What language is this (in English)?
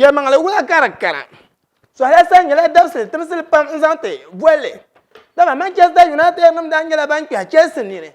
Dagbani